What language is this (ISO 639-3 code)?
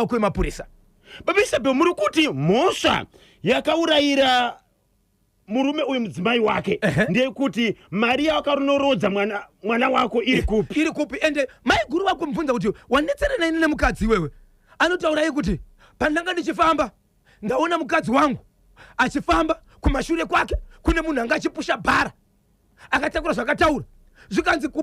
sna